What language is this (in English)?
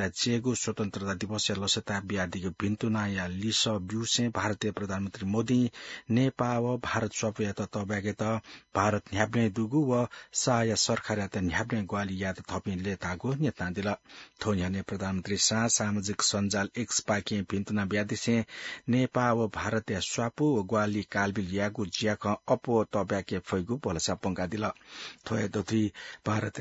Newari